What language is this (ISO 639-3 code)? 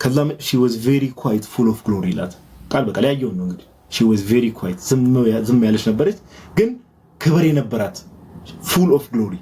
amh